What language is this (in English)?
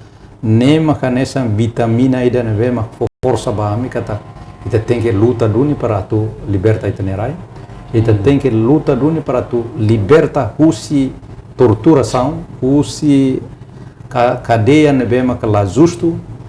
Tetum